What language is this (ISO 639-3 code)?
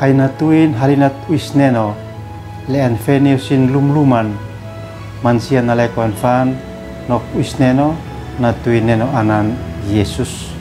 aoz